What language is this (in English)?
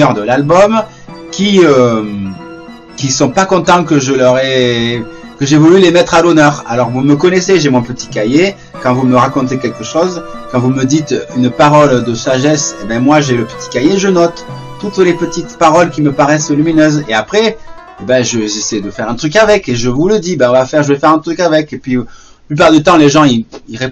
French